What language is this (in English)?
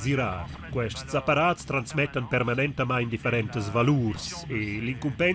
Romansh